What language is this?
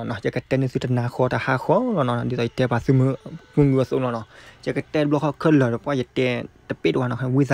S'gaw Karen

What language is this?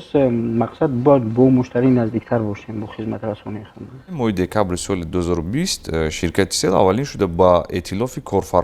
Tajik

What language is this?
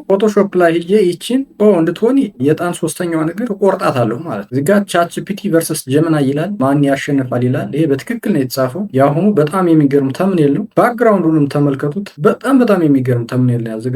Amharic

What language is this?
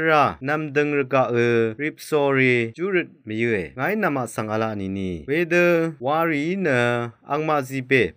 Rawang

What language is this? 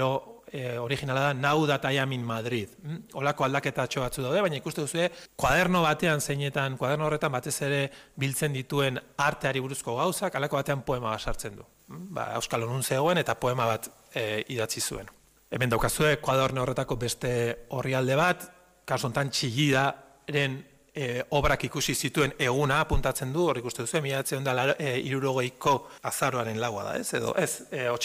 Basque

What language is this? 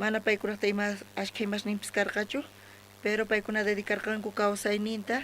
South Bolivian Quechua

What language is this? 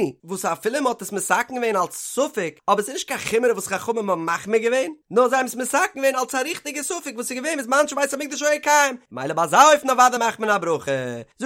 Yiddish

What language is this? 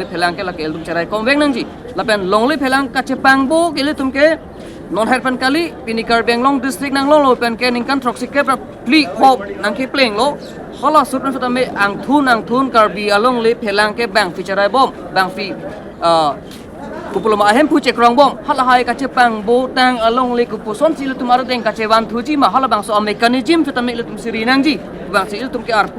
Karbi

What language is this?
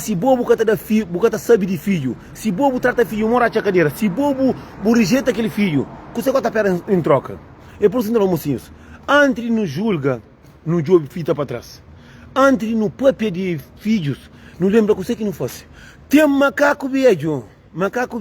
Kabuverdianu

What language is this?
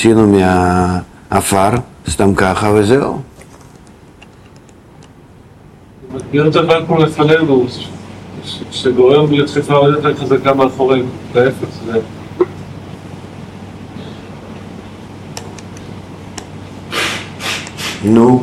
Hebrew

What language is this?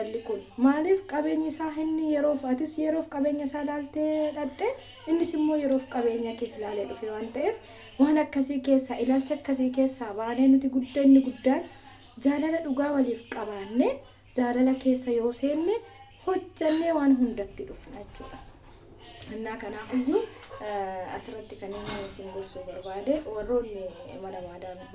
Oromo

